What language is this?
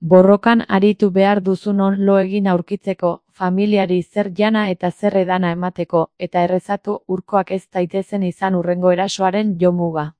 Basque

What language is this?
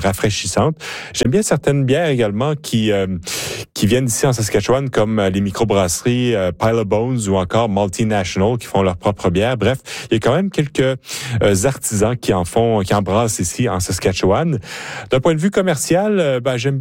French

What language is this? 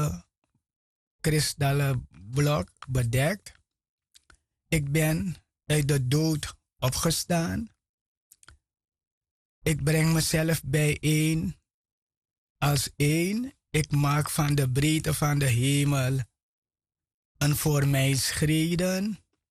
Dutch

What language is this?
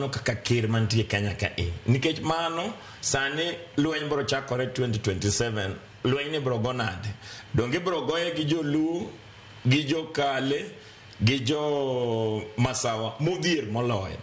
Luo (Kenya and Tanzania)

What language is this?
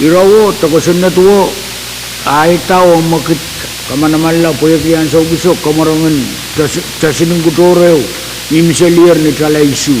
Pohnpeian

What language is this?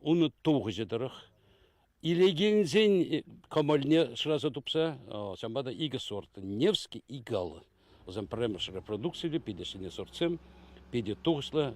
Chuvash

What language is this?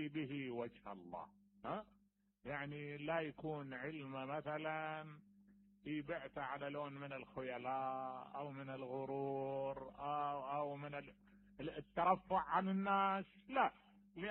Mesopotamian Arabic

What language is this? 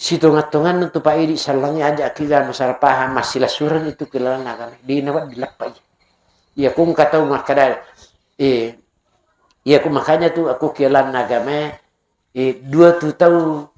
Buginese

